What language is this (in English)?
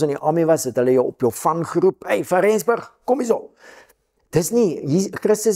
Afrikaans